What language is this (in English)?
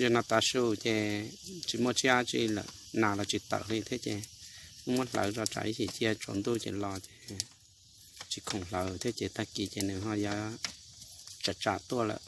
Hmong